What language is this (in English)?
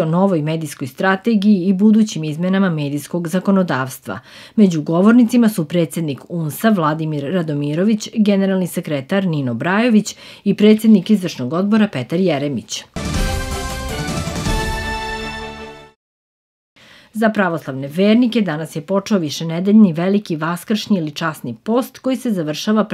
Serbian